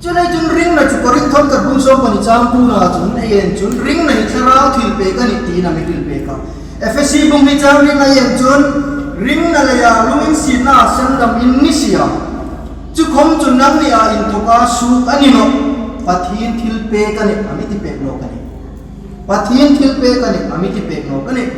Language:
Hmar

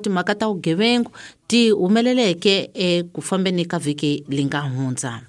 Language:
Tsonga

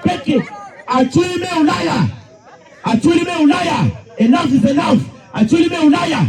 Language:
Acoli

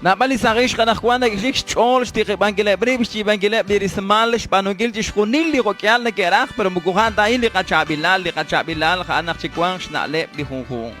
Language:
Kekchí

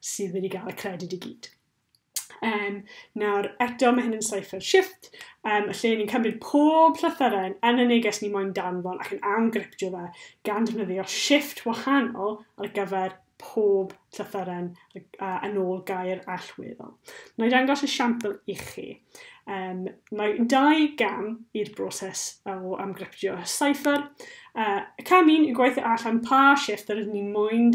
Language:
Welsh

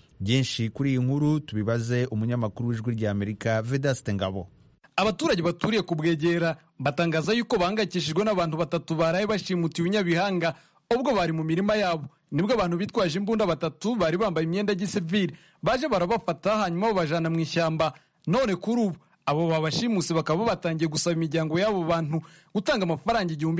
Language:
Kinyarwanda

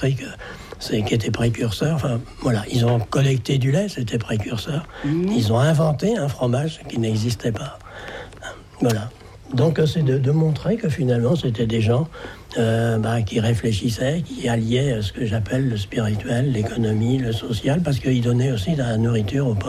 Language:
French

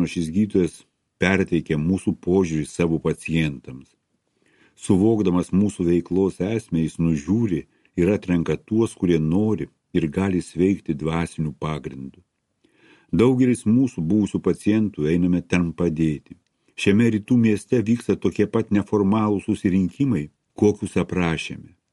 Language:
Lithuanian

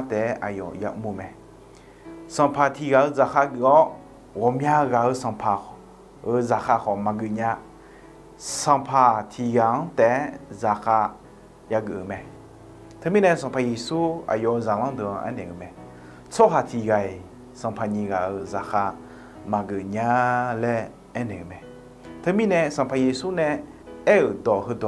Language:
Akha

